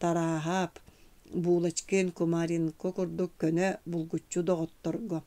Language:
Yakut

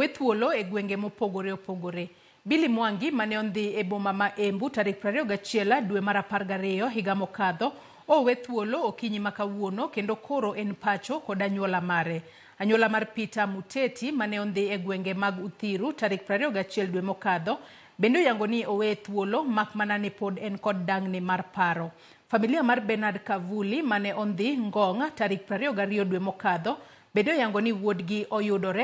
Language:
Luo (Kenya and Tanzania)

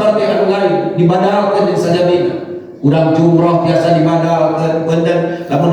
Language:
Sundanese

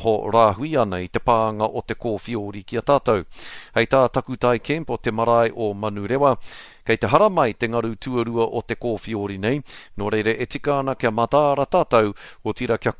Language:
Māori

